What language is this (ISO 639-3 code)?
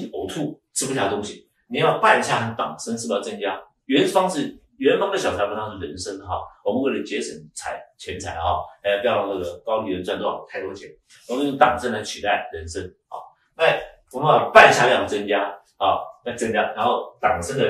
zho